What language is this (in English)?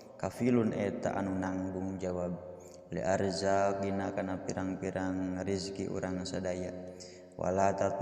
Sundanese